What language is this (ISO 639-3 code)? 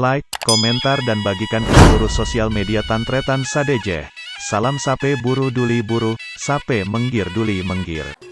mad